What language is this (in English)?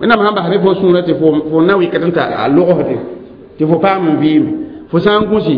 Mossi